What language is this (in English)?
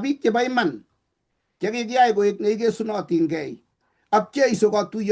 Kalenjin